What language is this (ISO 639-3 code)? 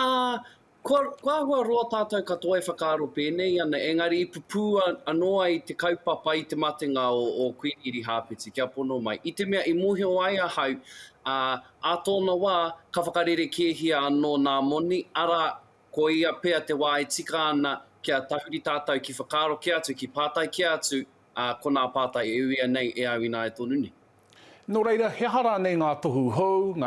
mri